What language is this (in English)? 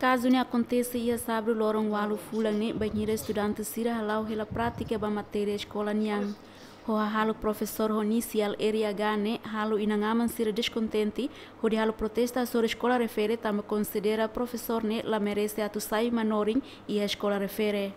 Tetum